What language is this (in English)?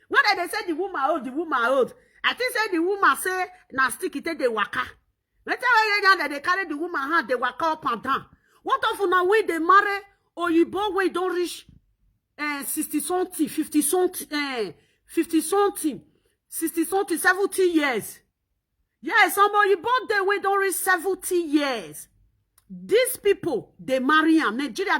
Nigerian Pidgin